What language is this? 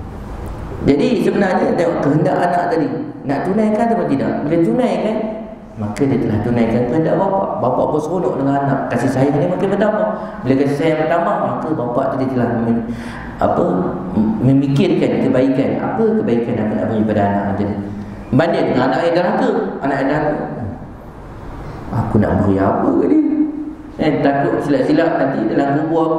Malay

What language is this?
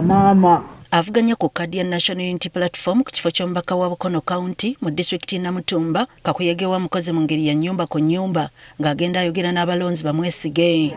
Ganda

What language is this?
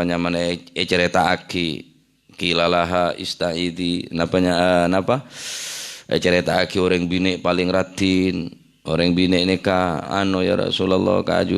Madurese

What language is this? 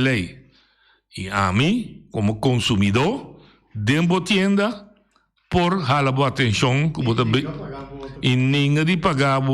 Papiamento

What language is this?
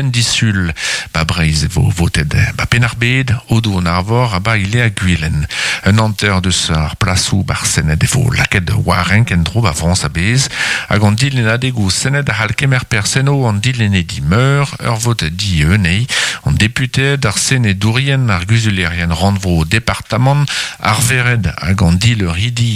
Breton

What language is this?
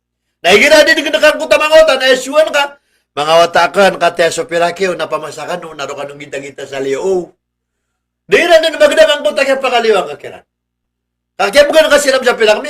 Maranao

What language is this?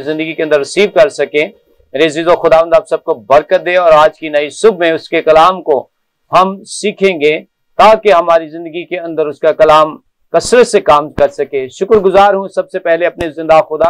Urdu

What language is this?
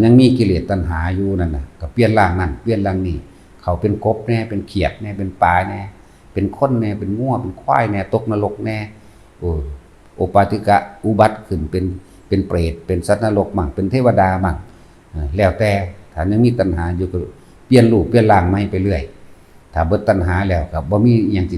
Lao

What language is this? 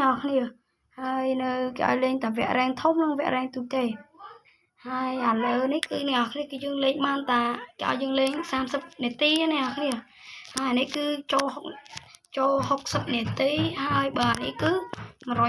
Khmer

